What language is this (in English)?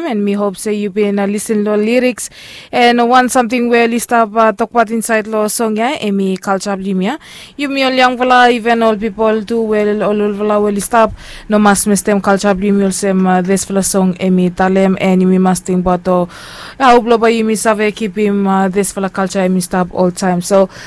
Bislama